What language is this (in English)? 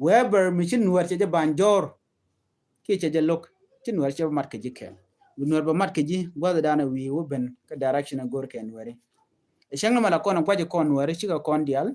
Nuer